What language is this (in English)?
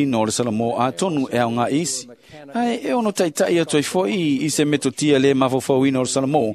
Samoan